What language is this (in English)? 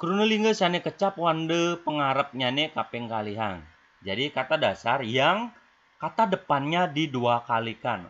Balinese